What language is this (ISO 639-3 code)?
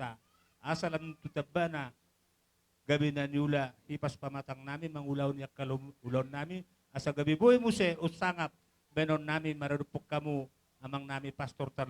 bbc